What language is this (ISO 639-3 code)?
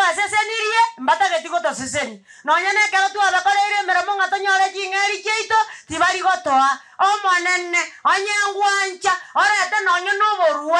guz